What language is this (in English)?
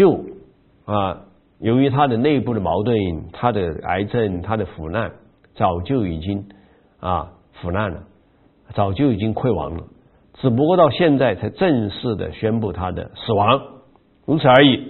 Chinese